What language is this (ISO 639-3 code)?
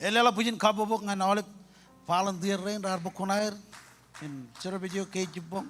mah